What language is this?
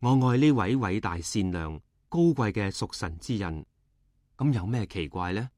Cantonese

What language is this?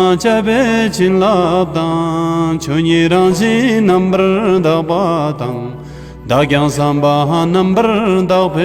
Tibetan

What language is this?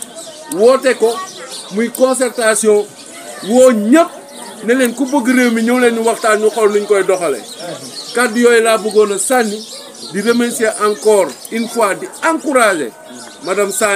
Wolof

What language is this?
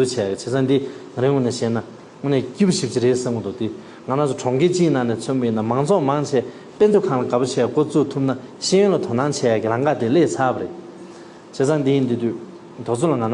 Tibetan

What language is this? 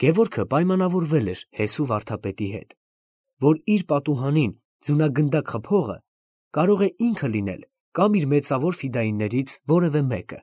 Armenian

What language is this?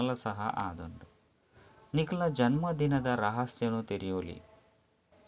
Tulu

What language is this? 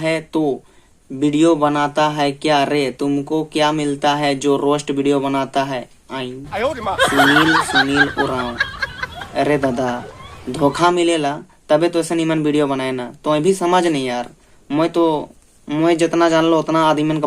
Sadri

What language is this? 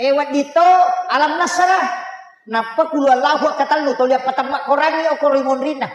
Buginese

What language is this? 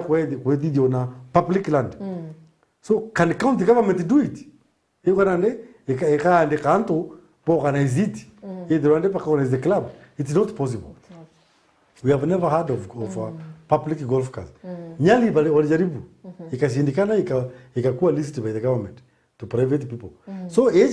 Meru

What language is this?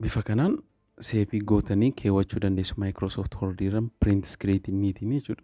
Oromo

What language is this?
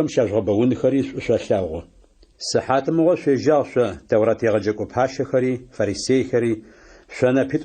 Adyghe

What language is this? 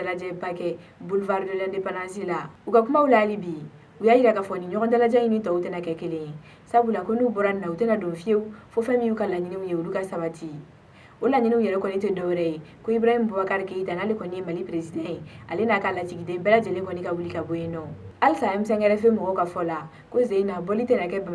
Bambara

